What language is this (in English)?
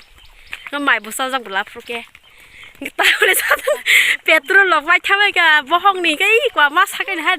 Kok Borok